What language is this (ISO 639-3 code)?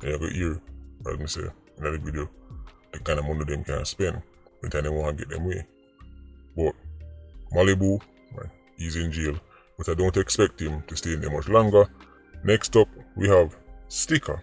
jam